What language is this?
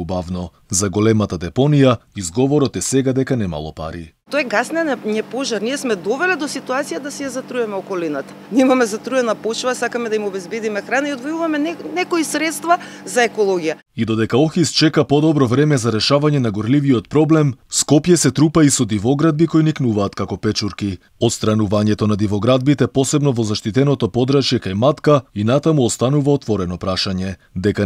Macedonian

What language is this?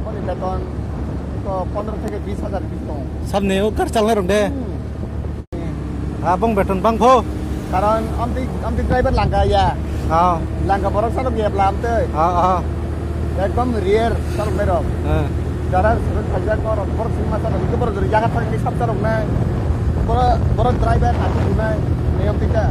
Kok Borok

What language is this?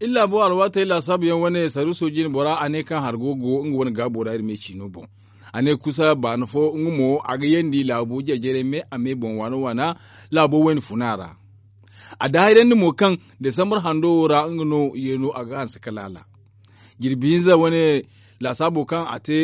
Zarma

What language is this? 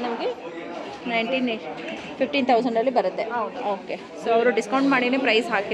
Kannada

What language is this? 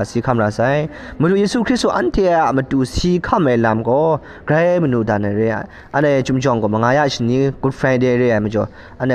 Kachin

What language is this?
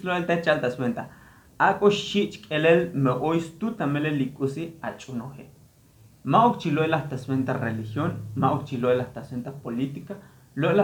Tzotzil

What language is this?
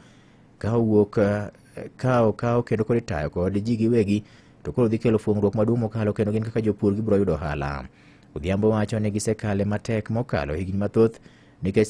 Luo (Kenya and Tanzania)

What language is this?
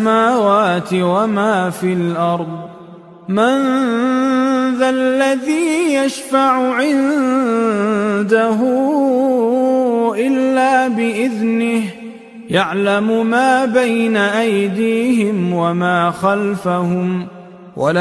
Arabic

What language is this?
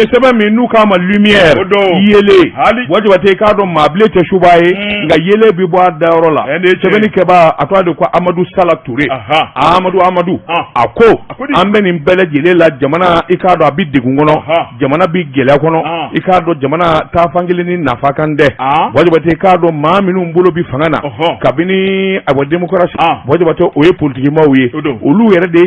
Bambara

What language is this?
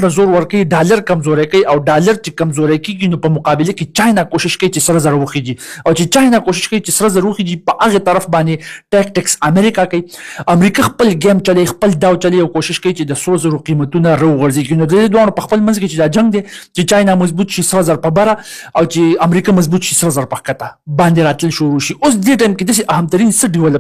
Pashto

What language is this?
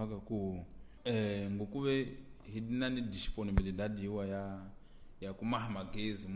Tsonga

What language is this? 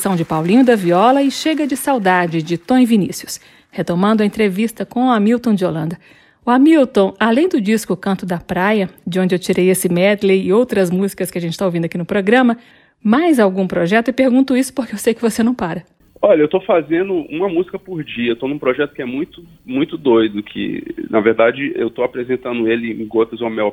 Portuguese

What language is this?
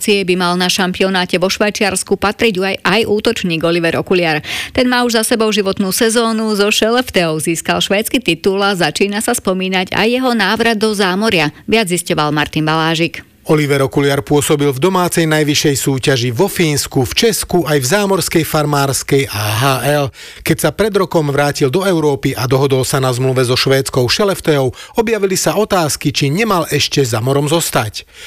Slovak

